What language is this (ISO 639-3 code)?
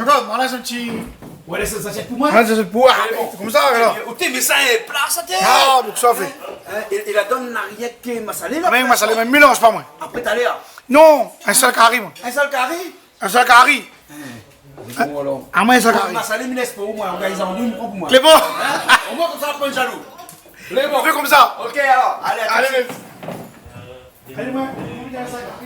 rcf